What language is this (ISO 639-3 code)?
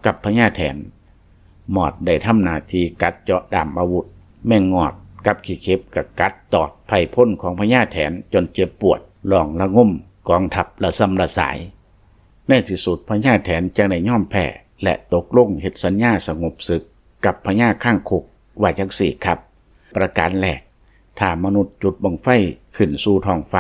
lao